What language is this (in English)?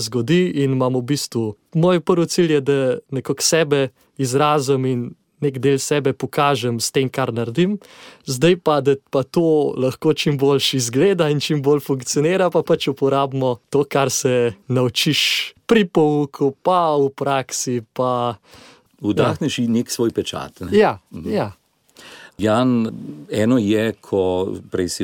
Slovenian